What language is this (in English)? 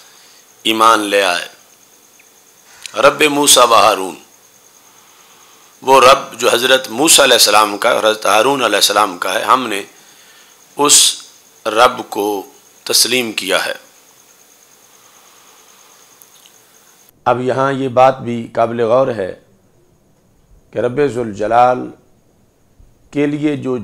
Urdu